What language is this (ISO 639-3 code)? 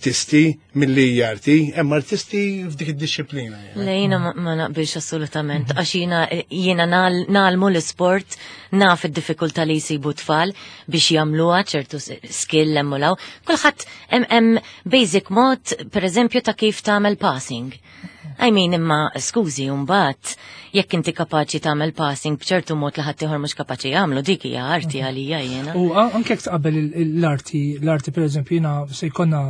mlt